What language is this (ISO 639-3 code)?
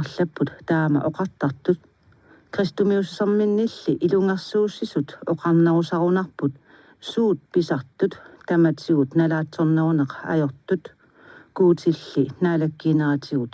kal